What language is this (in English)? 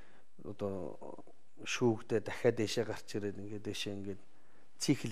Mongolian